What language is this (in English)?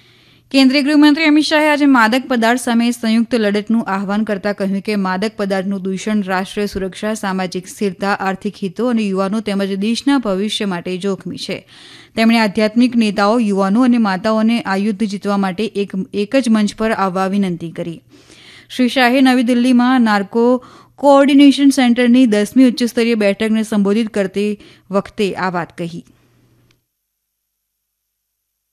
Gujarati